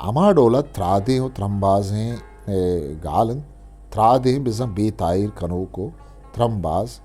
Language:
Eastern Balochi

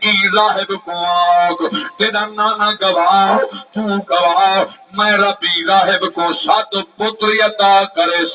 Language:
Saraiki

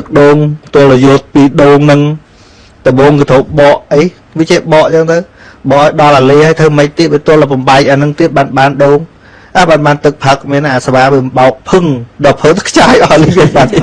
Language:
Khmer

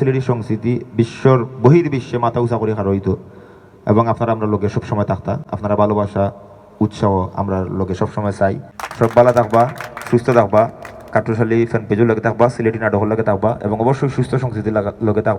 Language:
Sylheti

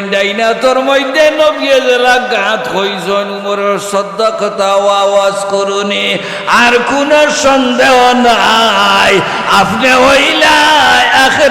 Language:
Sylheti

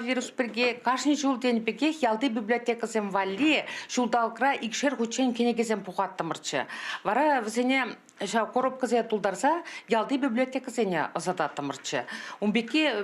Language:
Chuvash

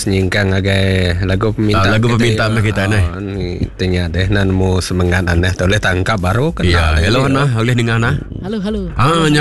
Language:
Iban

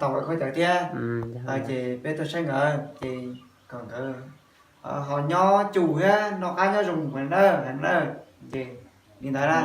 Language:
Hmong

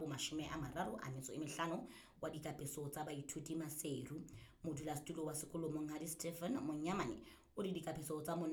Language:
Southern Sotho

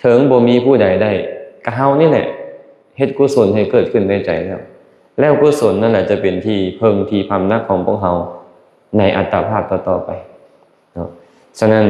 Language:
Lao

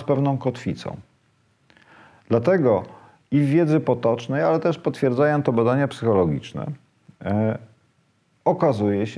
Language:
Polish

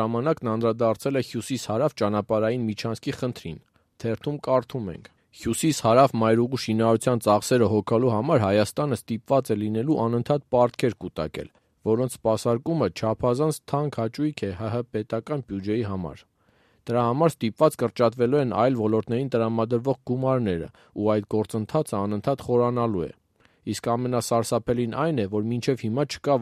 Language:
Armenian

